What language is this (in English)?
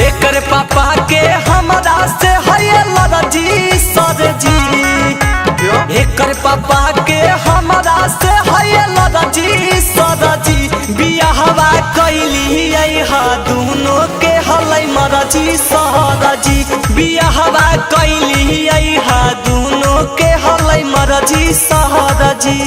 Magahi